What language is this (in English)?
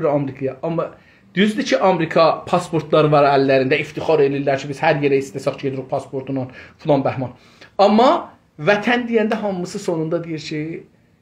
South Azerbaijani